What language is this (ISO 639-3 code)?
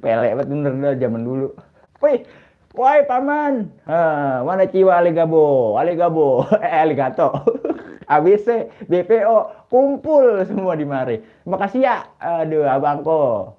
bew